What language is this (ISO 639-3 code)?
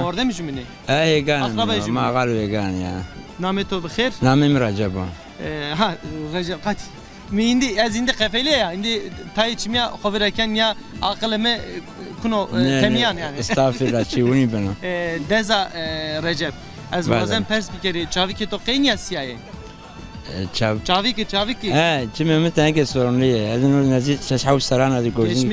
zza